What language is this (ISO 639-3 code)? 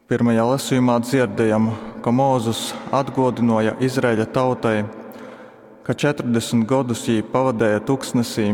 ltg